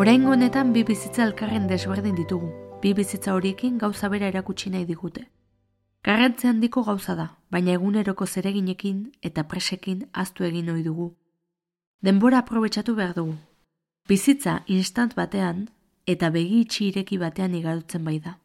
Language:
Basque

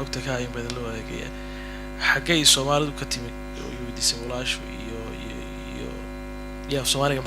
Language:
Somali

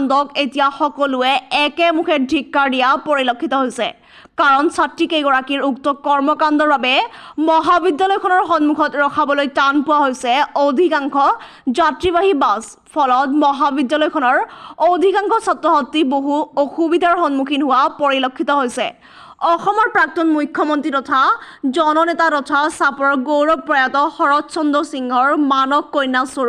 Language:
Assamese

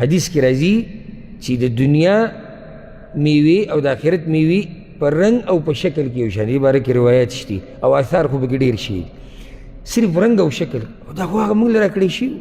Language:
Pashto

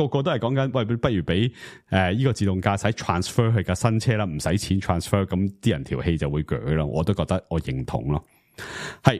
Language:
Cantonese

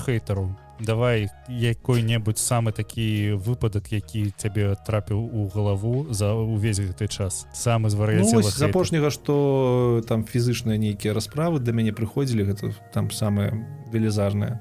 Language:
Belarusian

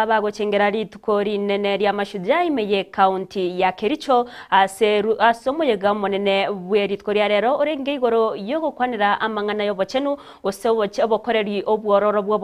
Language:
Gusii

